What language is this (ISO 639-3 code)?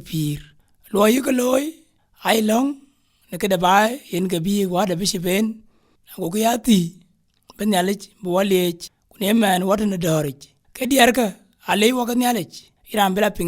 din